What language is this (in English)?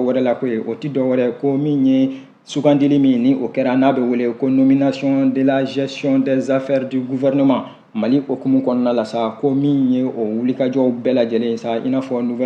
Bambara